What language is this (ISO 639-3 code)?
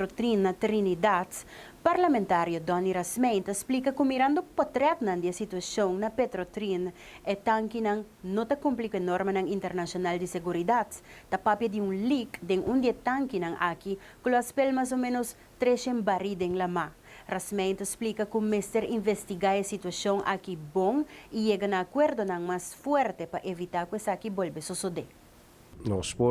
pap